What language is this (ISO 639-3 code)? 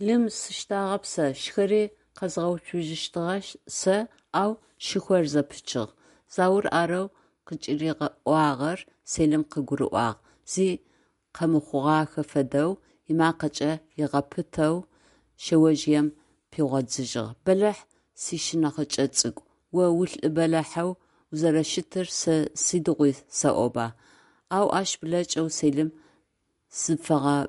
ady